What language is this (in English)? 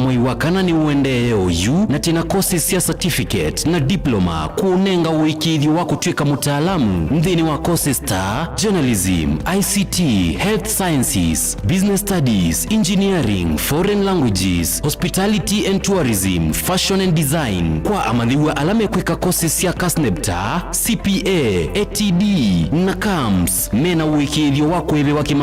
Kamba